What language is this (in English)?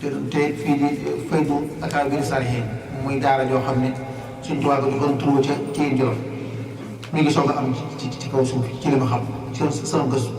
Wolof